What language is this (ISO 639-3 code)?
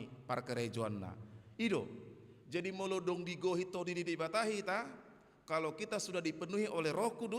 bbc